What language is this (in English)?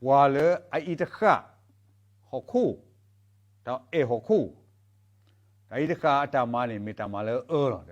S'gaw Karen